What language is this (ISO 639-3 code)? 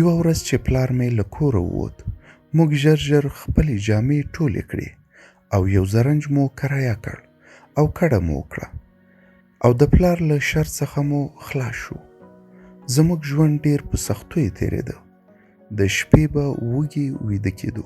pus